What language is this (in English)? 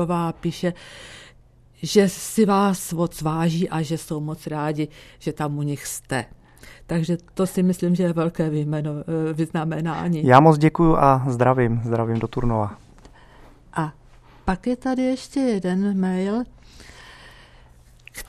Czech